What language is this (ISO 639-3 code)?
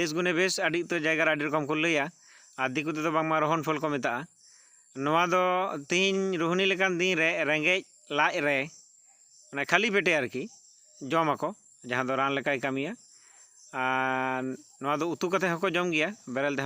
sat